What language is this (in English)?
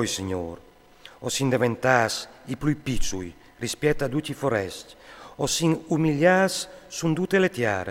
Friulian